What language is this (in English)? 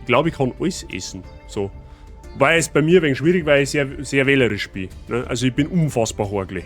Bavarian